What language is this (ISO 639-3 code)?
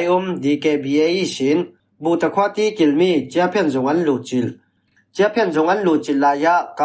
cfm